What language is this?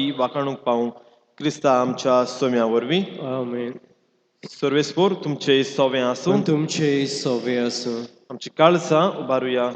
Konkani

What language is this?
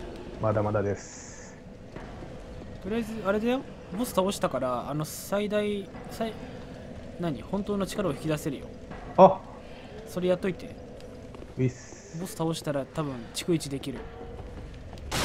Japanese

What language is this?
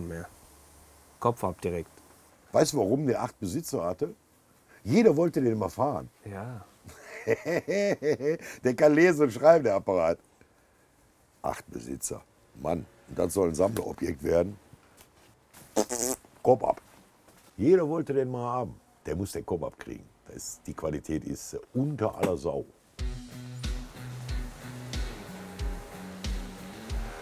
German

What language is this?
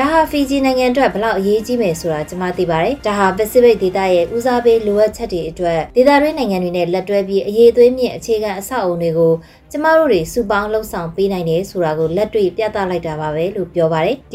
Burmese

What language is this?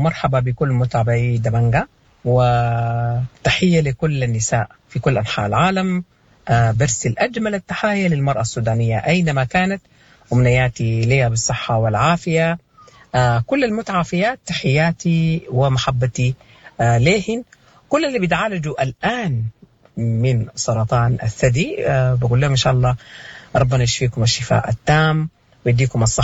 Sudanese Arabic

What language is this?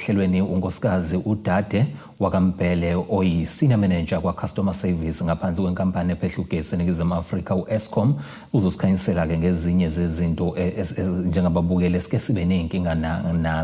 Zulu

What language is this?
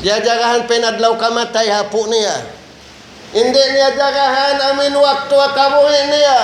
Tausug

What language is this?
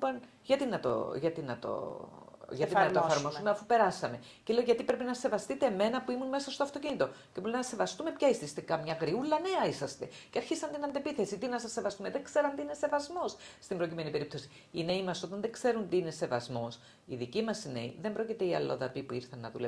Greek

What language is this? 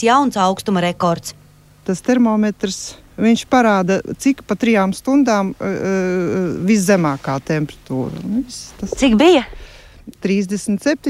Latvian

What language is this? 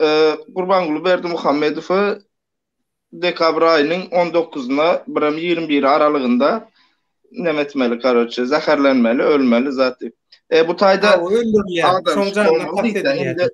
Turkmen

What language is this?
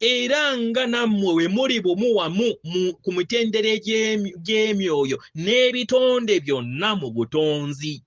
Ganda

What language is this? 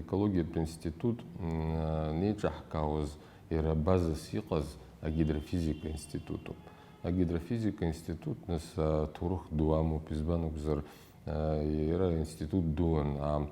Abkhazian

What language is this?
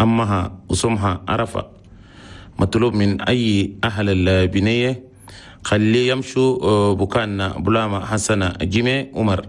Chadian Arabic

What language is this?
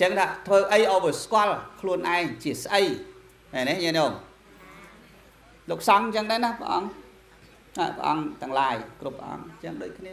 Khmer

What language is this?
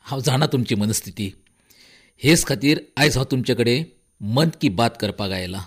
Konkani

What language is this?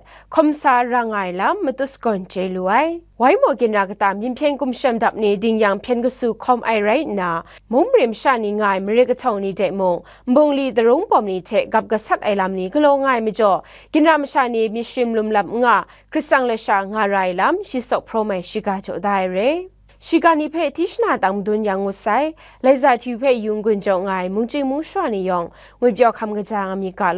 Kachin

